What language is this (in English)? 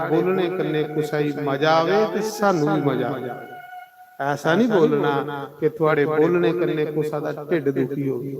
Dogri